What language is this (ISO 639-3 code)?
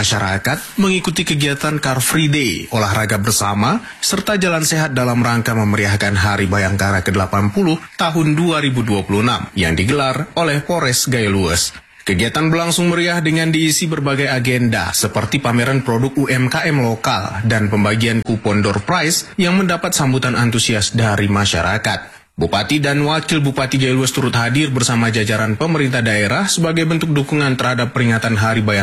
ind